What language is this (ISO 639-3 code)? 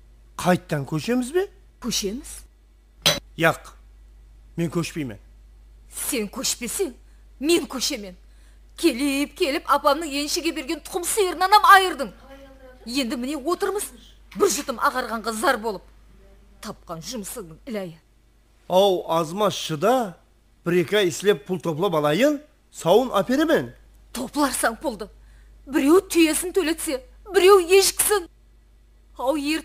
kaa